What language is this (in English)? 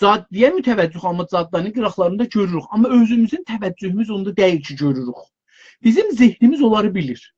South Azerbaijani